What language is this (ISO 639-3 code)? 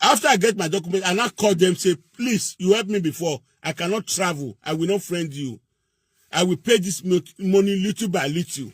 pcm